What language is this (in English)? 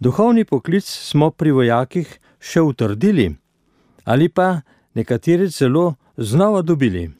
Slovenian